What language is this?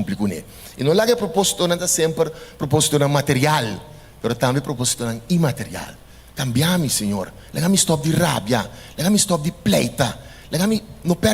Papiamento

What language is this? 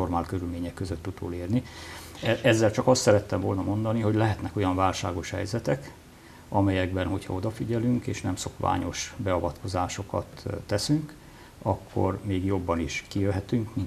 Hungarian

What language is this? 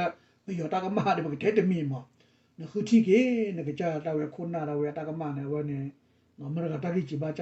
S'gaw Karen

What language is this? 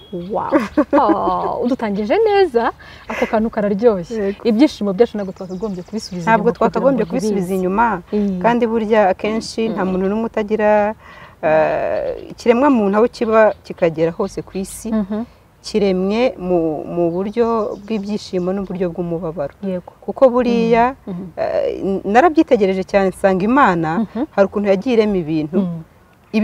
Kinyarwanda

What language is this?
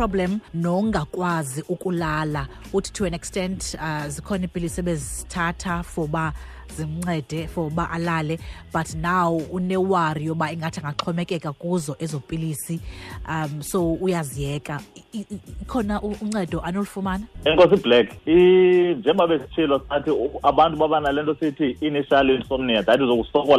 Xhosa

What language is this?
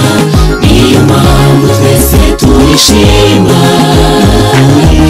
Kinyarwanda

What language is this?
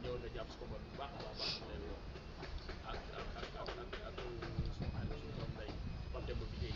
Wolof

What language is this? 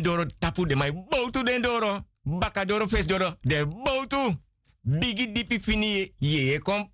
Sranan Tongo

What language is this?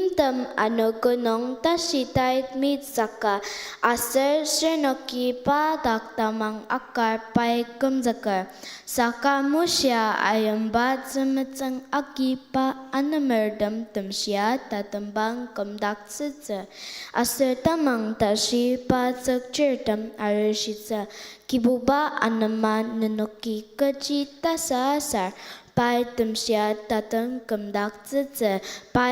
Ao Naga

